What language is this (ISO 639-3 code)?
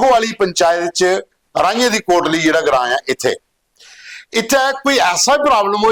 doi